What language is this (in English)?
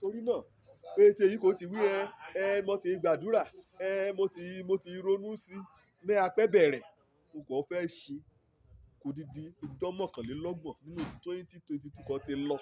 Yoruba